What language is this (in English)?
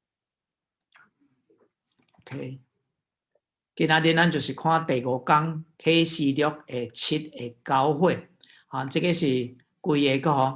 Min Nan Chinese